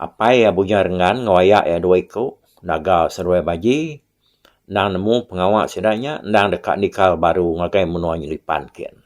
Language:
Iban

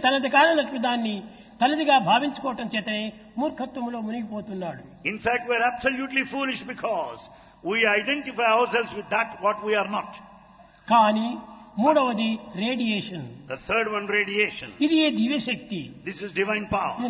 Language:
Telugu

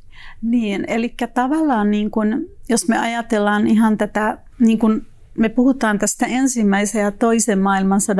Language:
Finnish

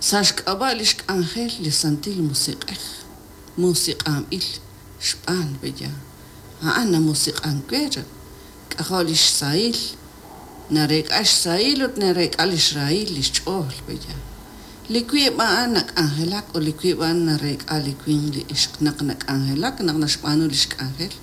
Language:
Kekchí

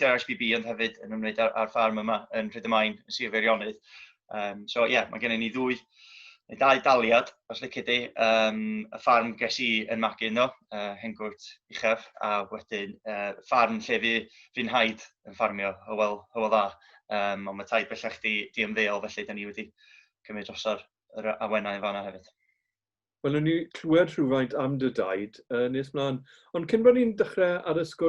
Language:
Welsh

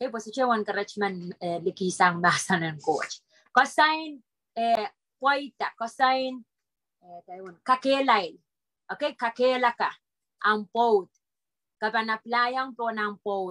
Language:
Pohnpeian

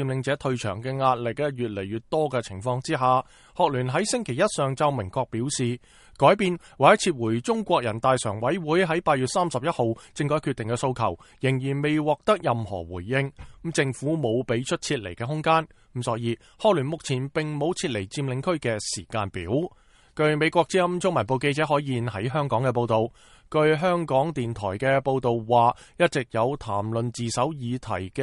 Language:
Cantonese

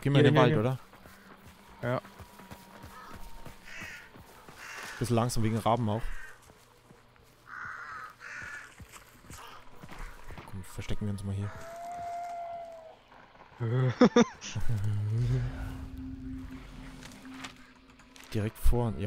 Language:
German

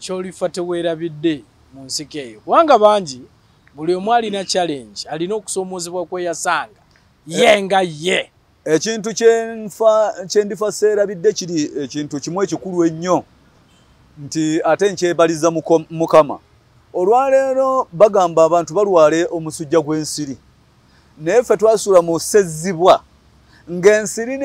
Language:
Ganda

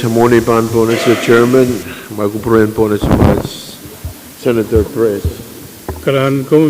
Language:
Pohnpeian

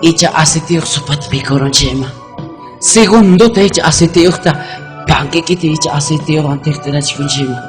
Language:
Ayacucho Quechua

